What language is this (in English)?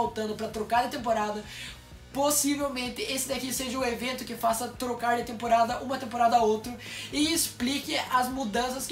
Portuguese